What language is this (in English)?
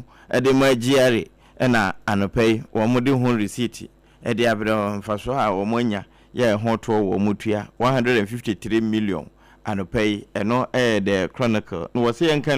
Akan